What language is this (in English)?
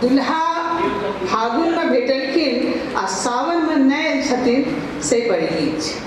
Maithili